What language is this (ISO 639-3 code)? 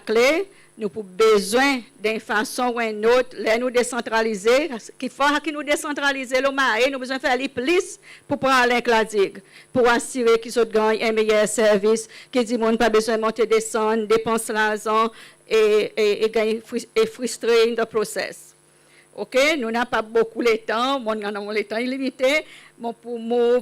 crs